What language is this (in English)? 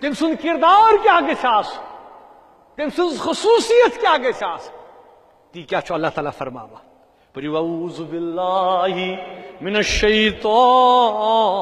Kashmiri